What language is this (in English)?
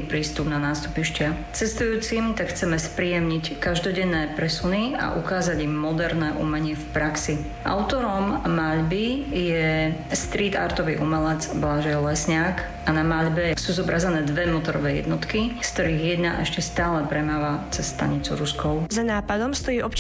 Slovak